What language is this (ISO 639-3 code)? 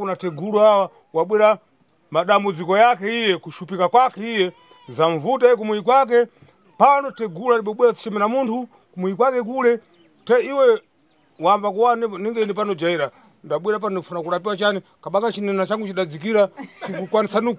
sna